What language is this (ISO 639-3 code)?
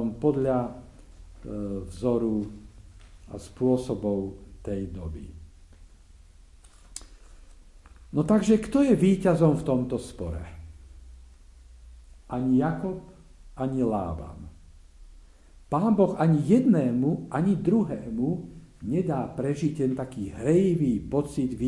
slk